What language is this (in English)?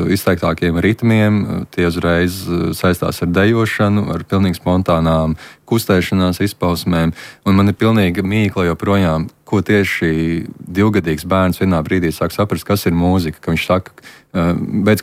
Latvian